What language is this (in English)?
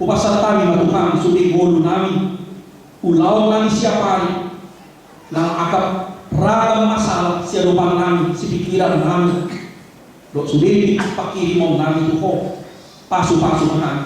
Batak Toba